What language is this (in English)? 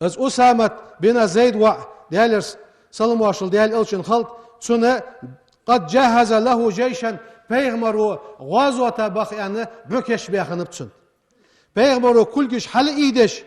Ingush